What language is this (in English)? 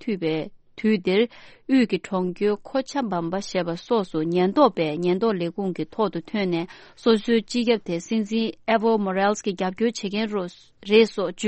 Tibetan